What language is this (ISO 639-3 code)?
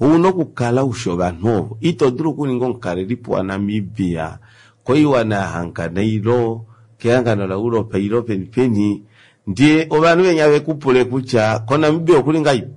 kua